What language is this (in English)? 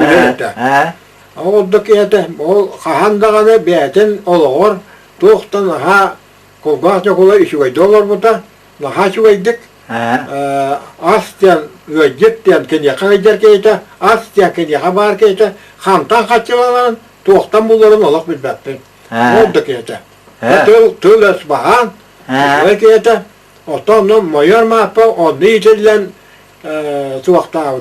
Yakut